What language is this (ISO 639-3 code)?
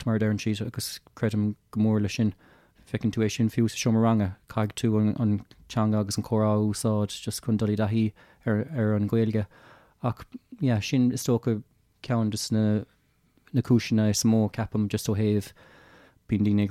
gle